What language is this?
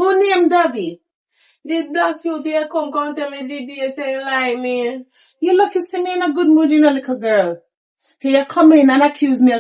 Jamaican Creole English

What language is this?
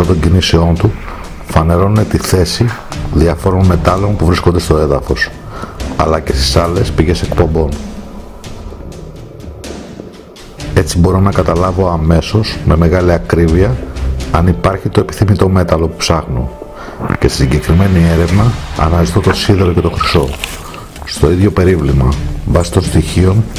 Greek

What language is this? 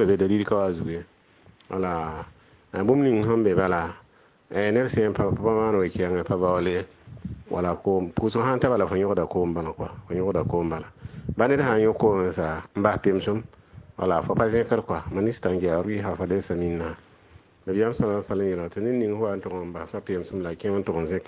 Mossi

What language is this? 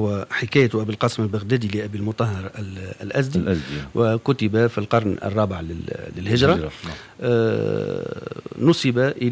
Tunisian Arabic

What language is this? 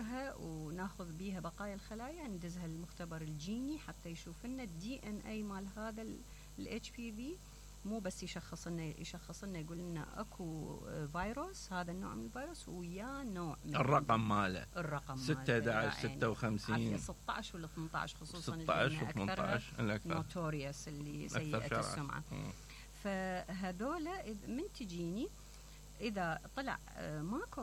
Mesopotamian Arabic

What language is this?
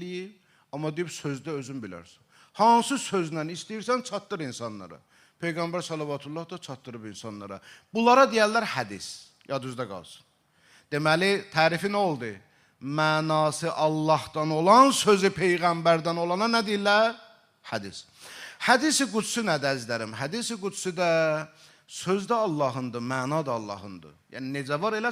Azerbaijani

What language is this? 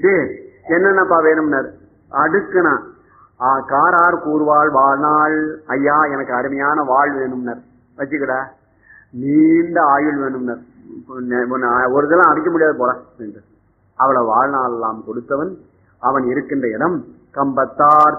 Tamil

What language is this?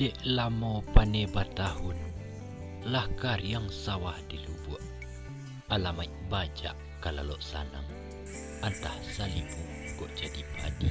Minangkabau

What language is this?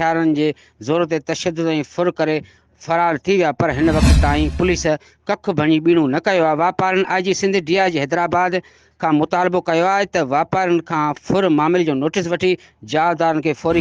Sindhi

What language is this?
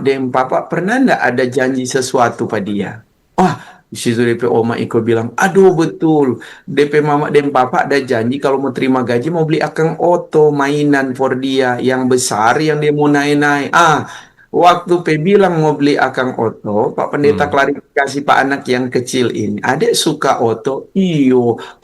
Manado Malay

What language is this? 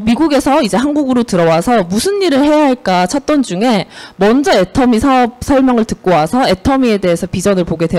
Korean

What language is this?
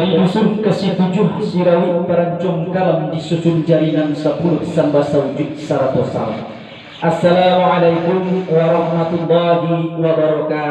Minangkabau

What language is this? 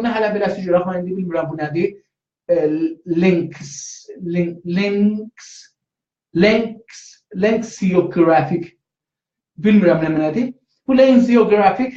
South Azerbaijani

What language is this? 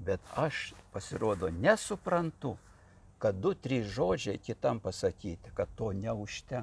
Lithuanian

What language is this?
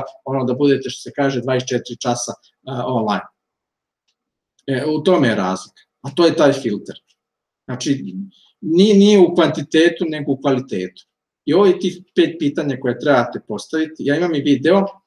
Serbian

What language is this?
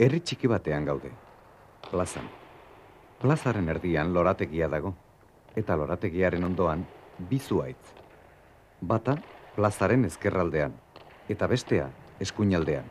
Basque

